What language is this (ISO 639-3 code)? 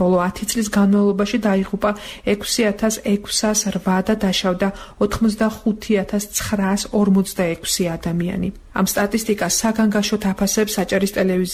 kat